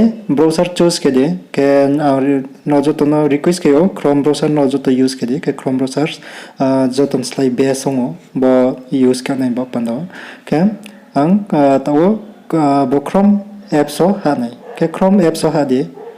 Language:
Riang (India)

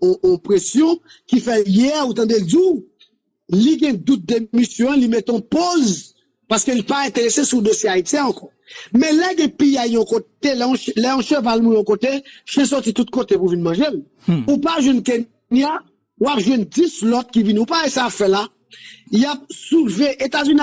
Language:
Haitian Creole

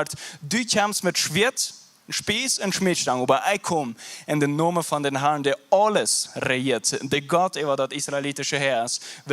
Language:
Plautdietsch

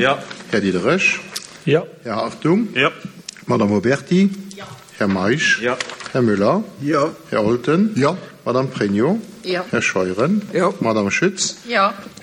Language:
Luxembourgish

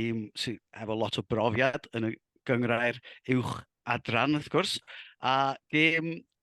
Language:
Welsh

